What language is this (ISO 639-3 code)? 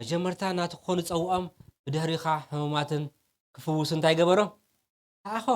tir